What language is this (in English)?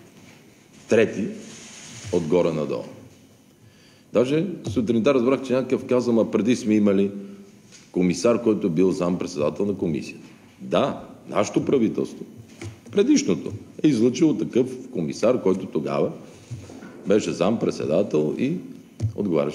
Bulgarian